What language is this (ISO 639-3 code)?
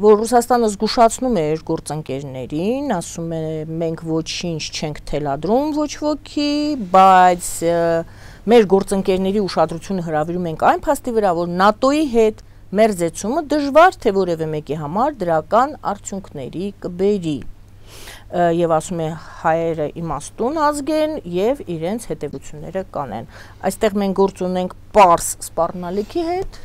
hye